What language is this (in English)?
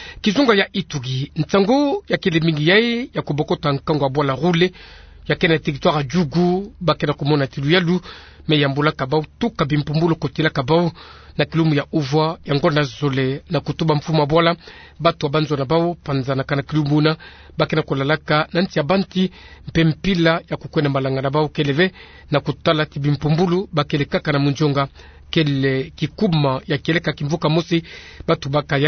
Kituba (Democratic Republic of Congo)